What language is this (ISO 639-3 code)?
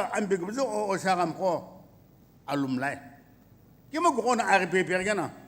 nsm